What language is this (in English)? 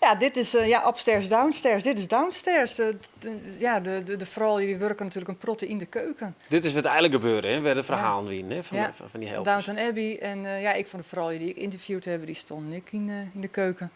Western Frisian